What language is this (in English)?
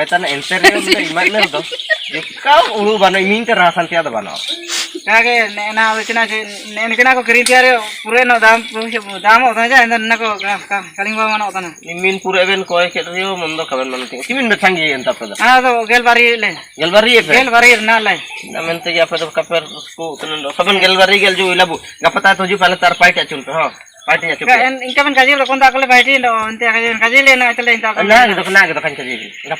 Ho